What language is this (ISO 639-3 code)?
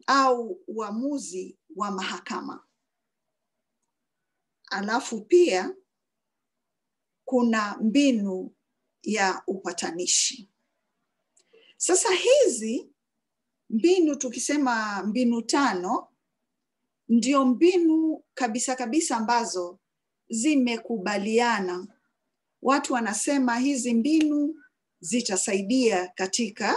swa